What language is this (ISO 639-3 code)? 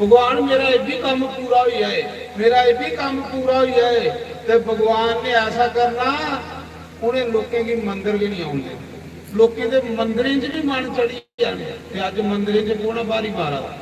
doi